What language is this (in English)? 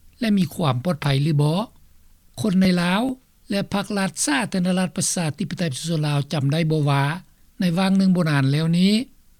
Lao